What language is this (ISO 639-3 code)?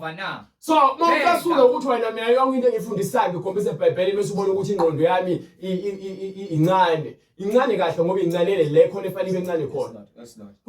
zul